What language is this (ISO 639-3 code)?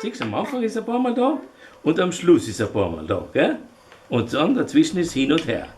bar